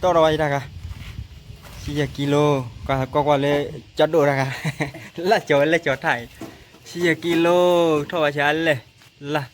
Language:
S'gaw Karen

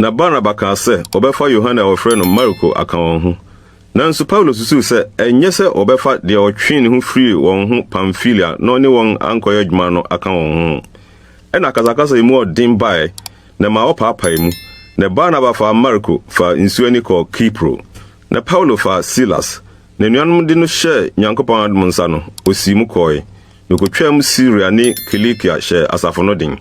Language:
Akan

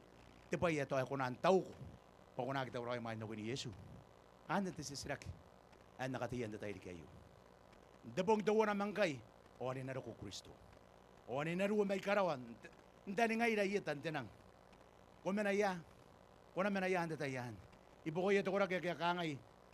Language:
Gilbertese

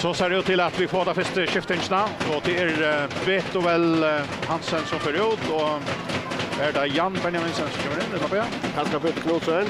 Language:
Faroese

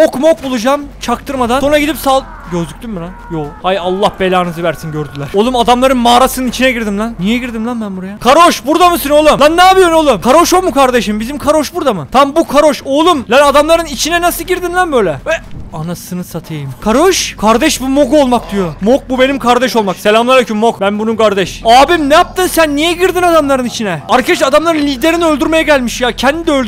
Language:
Turkish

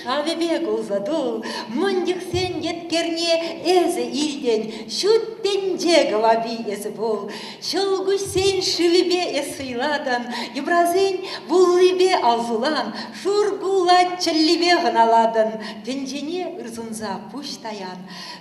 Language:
Chuvash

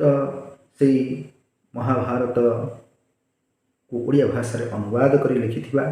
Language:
Odia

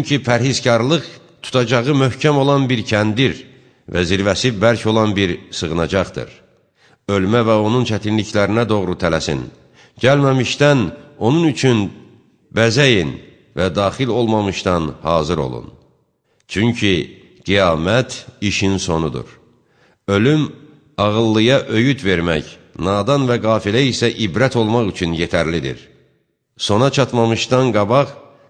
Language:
Azerbaijani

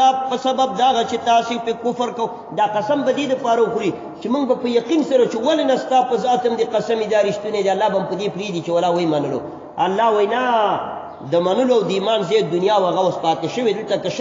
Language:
Pashto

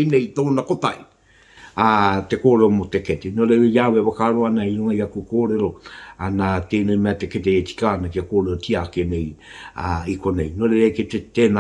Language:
Māori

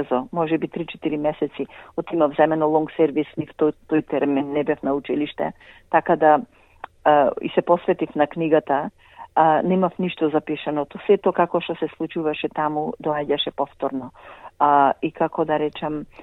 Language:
Macedonian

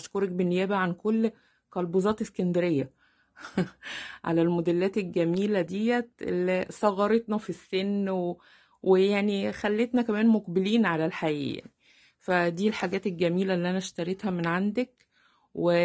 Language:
Egyptian Arabic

